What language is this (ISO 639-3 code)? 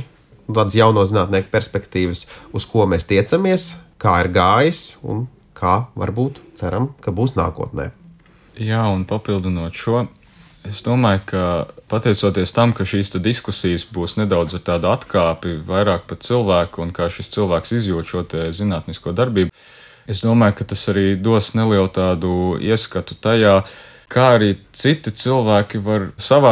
lav